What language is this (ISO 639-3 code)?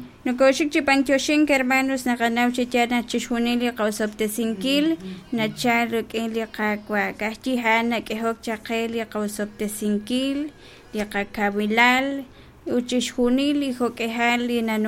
kek